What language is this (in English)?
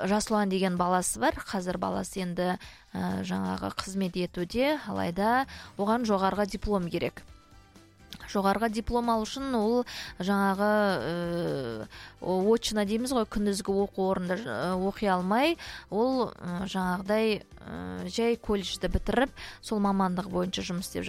Kazakh